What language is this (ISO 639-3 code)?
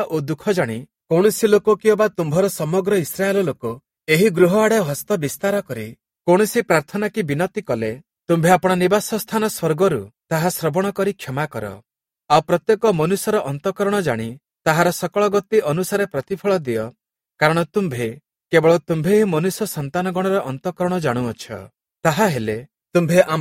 ori